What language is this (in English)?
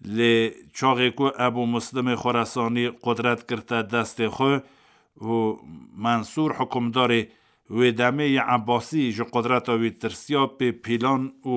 Kurdish